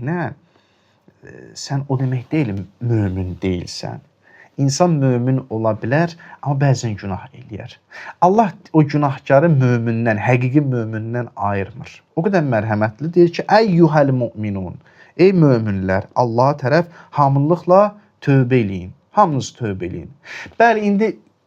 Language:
Azerbaijani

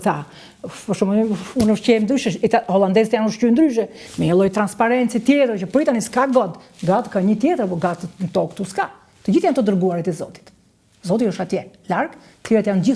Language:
Albanian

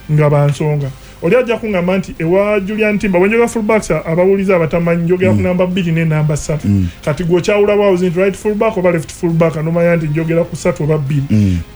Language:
Ganda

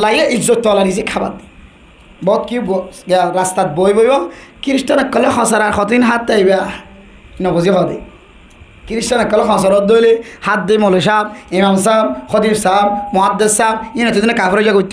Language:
Rohingya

